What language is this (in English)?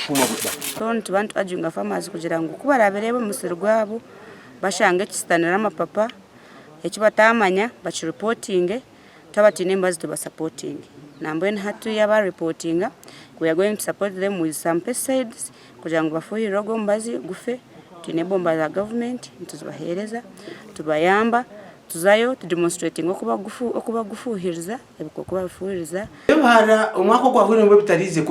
Nyankole